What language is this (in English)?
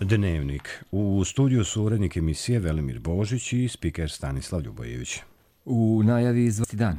Croatian